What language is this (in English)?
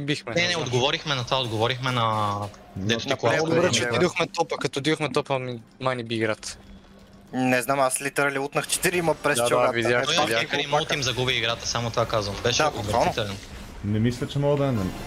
Bulgarian